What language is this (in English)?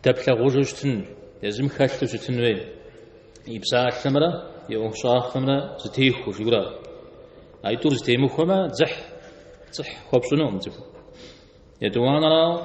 Kabardian